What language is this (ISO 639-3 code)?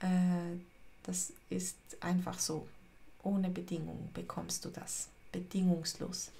gsw